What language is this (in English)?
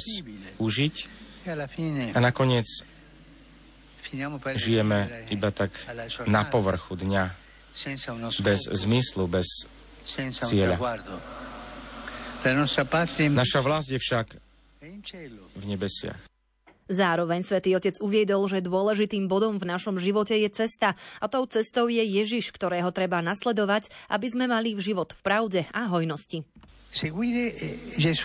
Slovak